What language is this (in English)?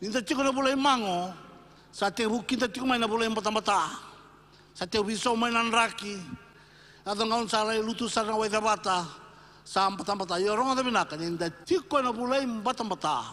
Fijian